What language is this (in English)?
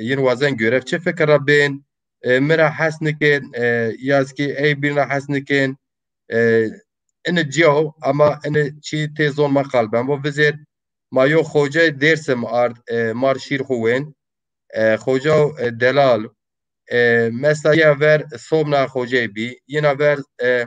Zaza